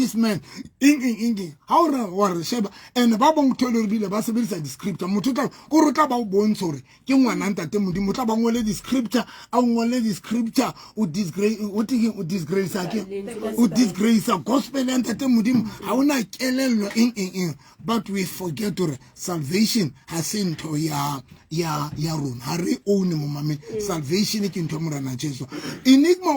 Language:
Southern Sotho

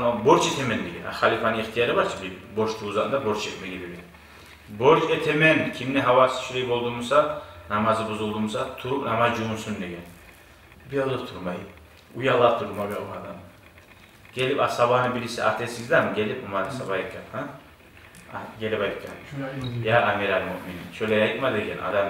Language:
Kumyk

